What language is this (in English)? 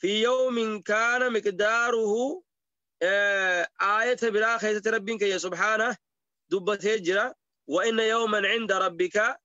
Oromo